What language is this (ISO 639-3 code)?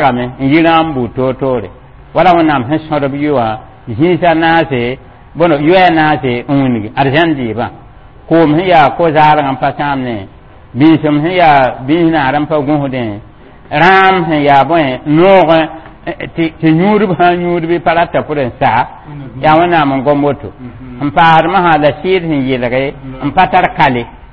mos